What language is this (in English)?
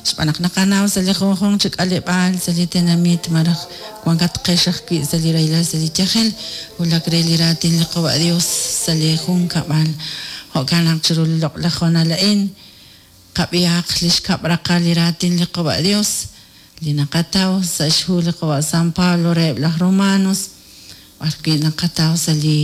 Kekchí